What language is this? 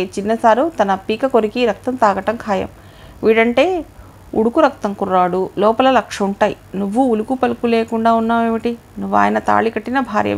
Telugu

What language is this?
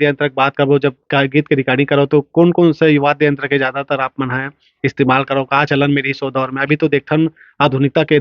Chhattisgarhi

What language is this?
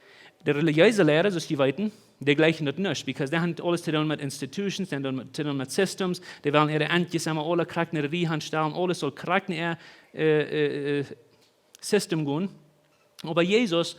Plautdietsch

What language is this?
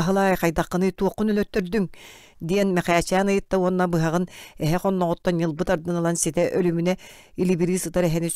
Yakut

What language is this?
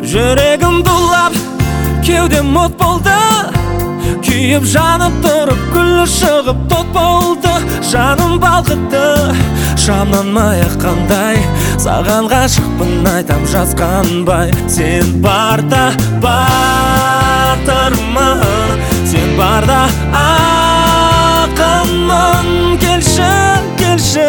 Kazakh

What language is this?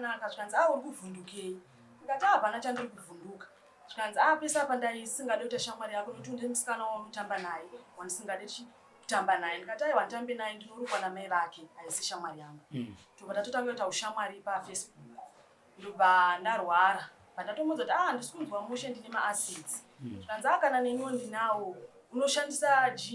Shona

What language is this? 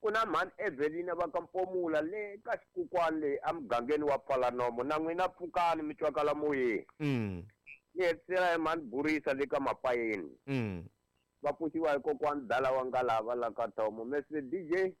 Tsonga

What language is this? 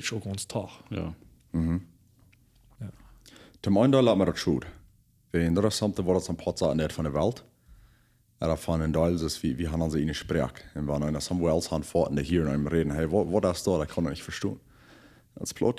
Plautdietsch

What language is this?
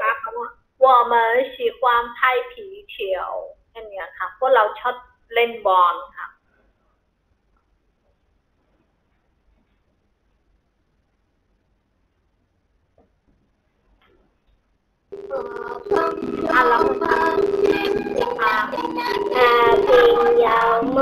Thai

